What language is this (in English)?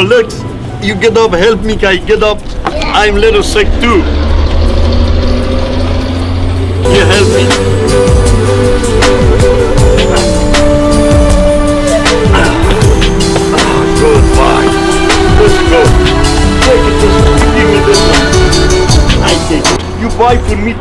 English